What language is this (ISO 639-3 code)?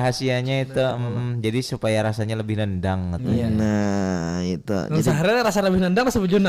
bjn